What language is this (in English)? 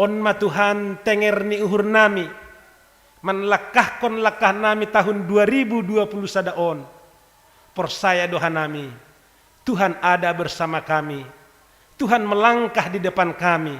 Batak Simalungun